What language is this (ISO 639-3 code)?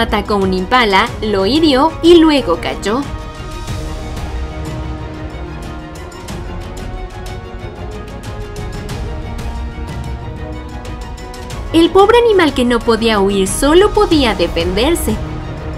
spa